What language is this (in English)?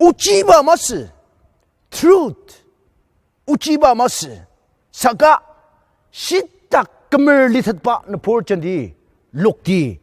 Ao Naga